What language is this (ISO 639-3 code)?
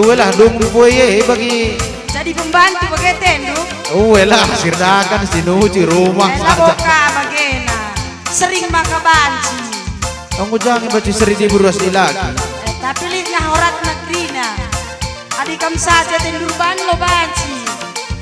btx